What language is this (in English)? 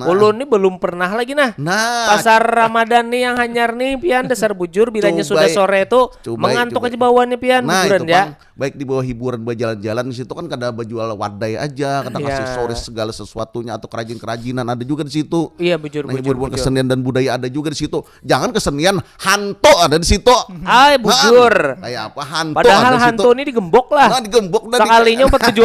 Banjar